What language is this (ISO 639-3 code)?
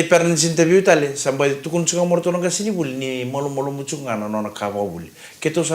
fij